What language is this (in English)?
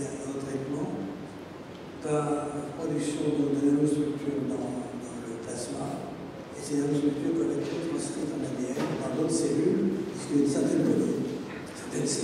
French